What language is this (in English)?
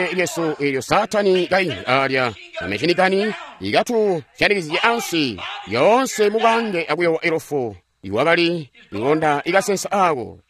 Tonga (Zambia)